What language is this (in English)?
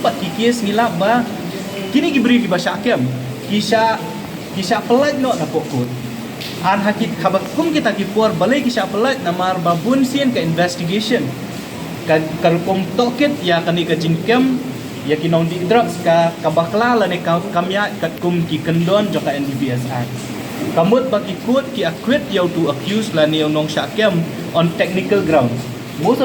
Khasi